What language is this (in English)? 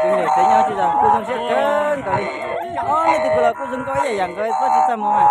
Hmong